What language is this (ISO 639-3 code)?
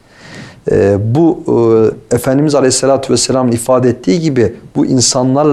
tur